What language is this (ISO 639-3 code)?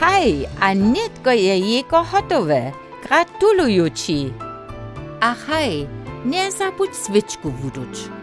hsb